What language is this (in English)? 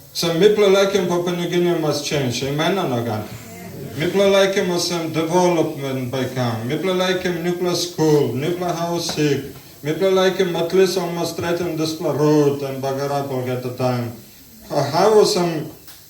Tok Pisin